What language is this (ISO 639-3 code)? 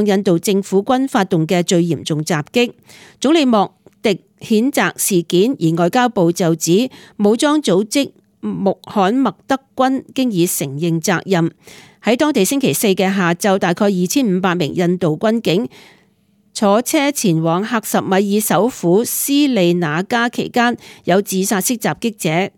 yue